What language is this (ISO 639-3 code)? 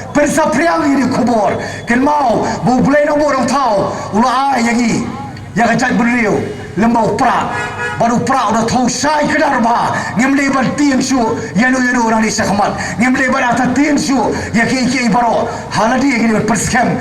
kha